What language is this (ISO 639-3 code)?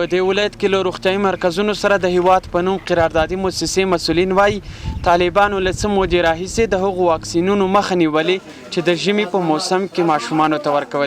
pus